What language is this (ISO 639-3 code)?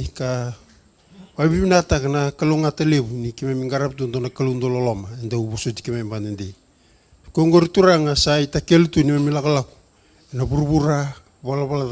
fij